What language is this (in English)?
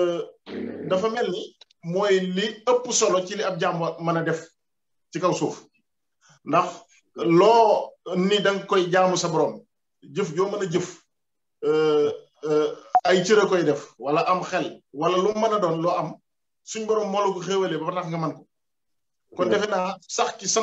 Wolof